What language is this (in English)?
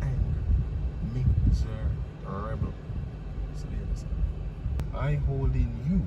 Jamaican Creole English